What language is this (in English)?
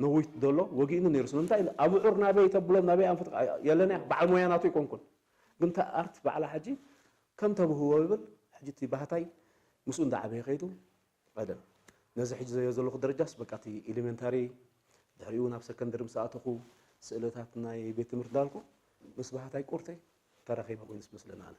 Tigrinya